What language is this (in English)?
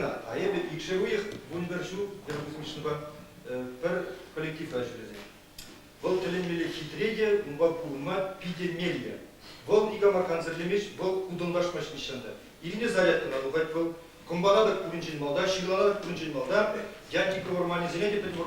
Chuvash